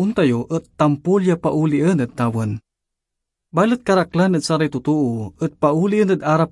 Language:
Pangasinan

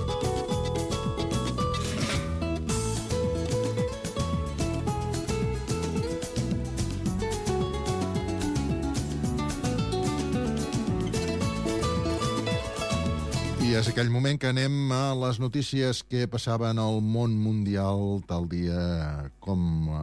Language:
Catalan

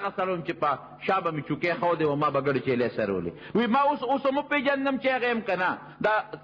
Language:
Pashto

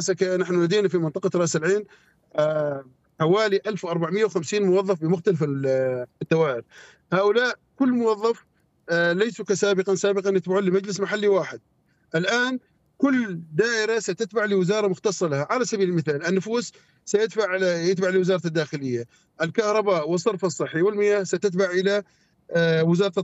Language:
Arabic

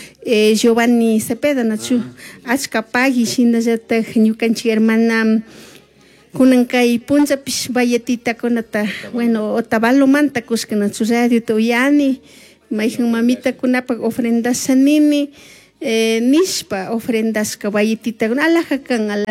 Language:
Chimborazo Highland Quichua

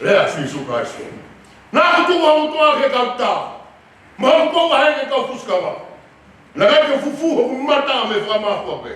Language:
Tongan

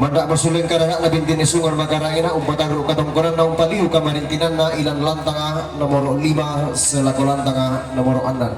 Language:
Toraja-Sa'dan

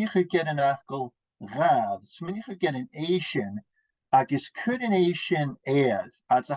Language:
Scottish Gaelic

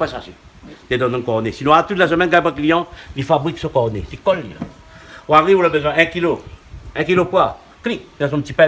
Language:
Réunion Creole French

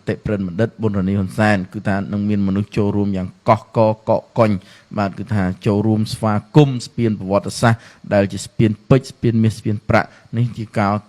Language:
Khmer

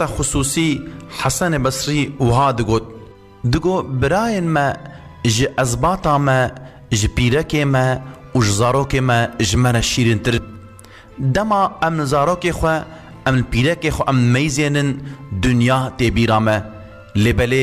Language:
Kurdish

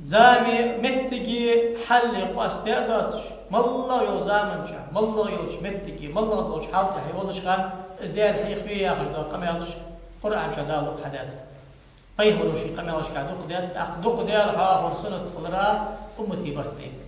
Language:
Ingush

